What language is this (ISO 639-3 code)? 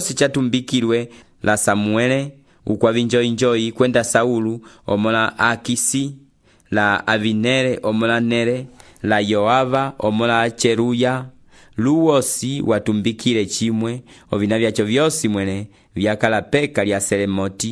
umb